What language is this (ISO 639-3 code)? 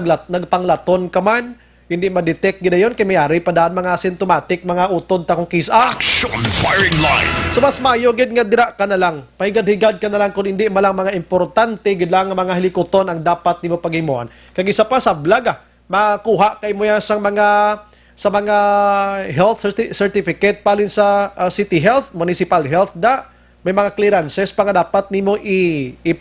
hil